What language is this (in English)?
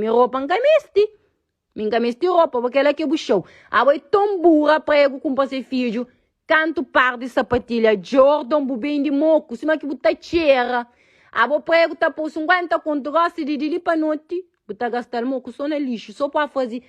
Kabuverdianu